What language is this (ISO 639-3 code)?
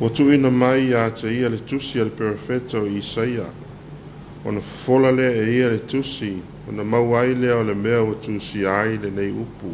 smo